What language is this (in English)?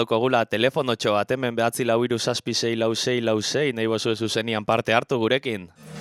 Basque